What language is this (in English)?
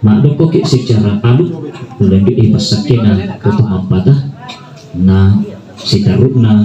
Toraja-Sa'dan